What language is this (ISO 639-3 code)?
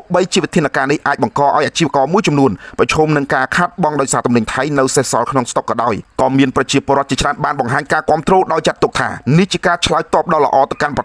khm